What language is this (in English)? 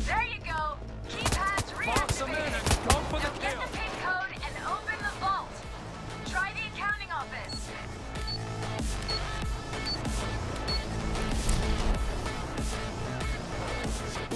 English